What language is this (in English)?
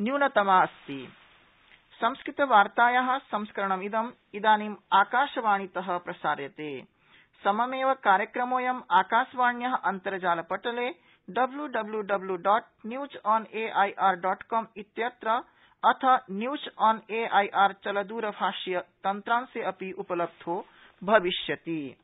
Sanskrit